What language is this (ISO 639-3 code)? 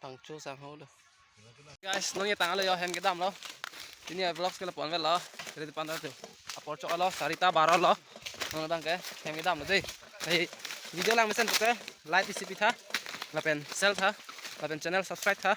mjw